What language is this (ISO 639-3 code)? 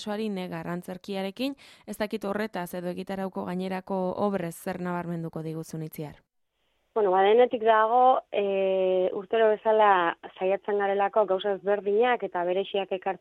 eus